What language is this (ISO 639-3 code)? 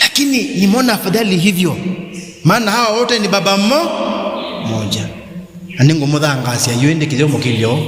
kam